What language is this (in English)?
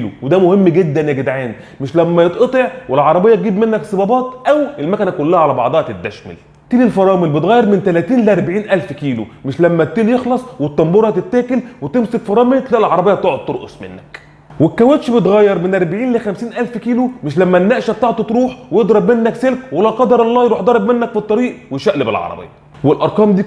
Egyptian Arabic